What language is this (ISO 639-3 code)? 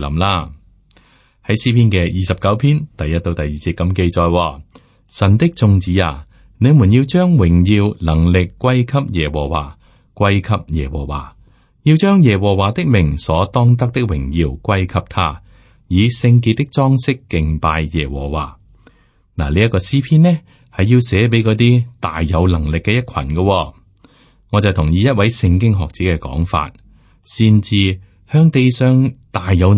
yue